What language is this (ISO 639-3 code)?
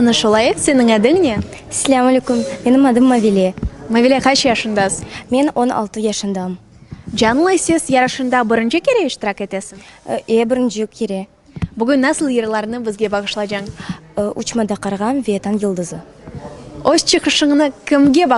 crh